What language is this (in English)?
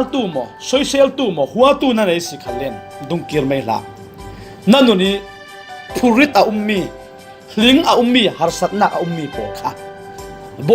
Falam Chin